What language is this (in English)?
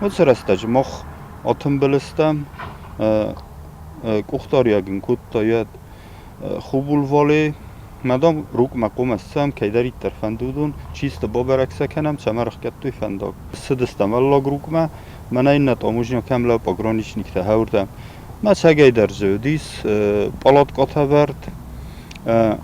Ossetic